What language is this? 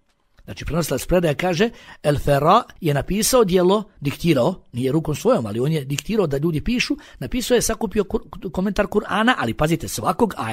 Bosnian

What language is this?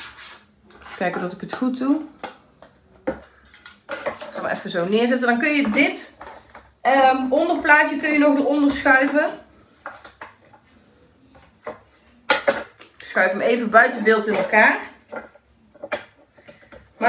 Dutch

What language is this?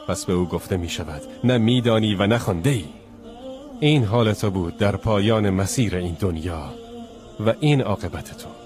Tajik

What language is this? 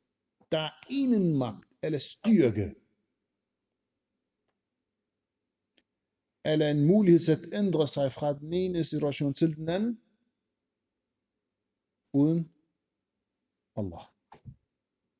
Danish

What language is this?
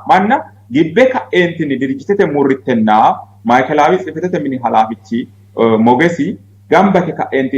Sidamo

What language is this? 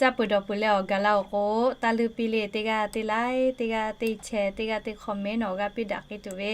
Lahu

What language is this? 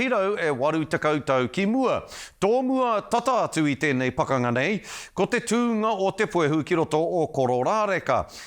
Māori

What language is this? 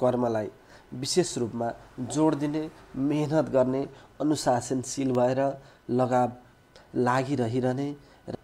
Nepali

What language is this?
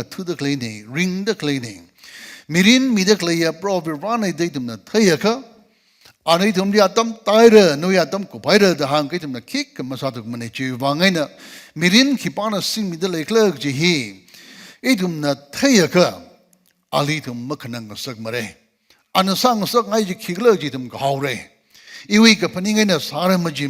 Tangkhul Naga (India)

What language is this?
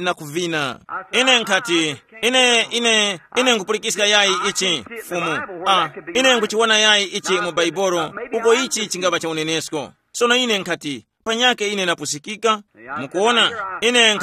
Tumbuka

